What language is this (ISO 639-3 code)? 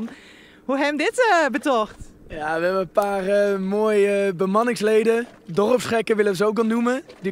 fry